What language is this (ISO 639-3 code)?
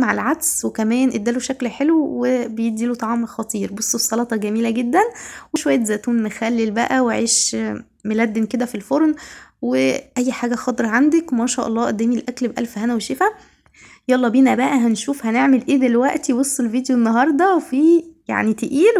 arz